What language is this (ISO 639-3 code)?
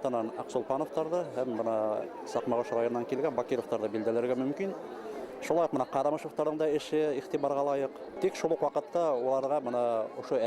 bak